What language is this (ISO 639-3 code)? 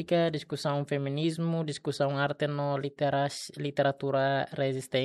tet